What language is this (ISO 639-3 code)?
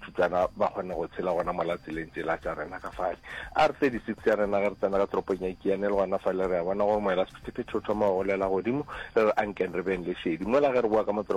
nso